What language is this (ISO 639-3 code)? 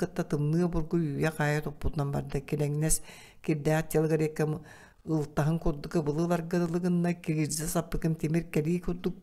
sah